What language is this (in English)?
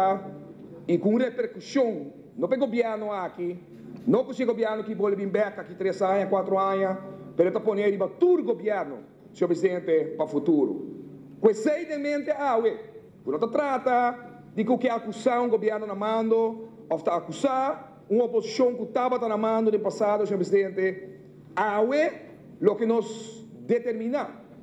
Papiamento